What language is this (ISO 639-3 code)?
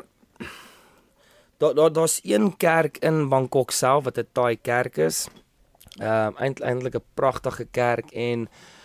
afr